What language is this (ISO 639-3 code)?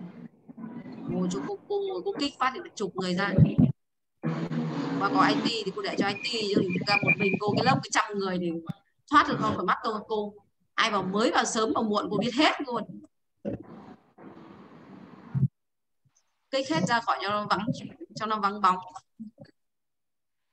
vie